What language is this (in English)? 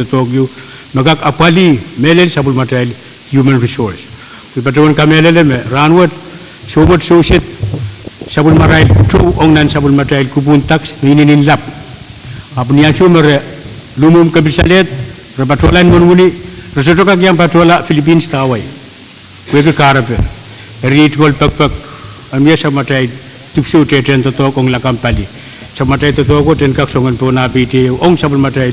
Pohnpeian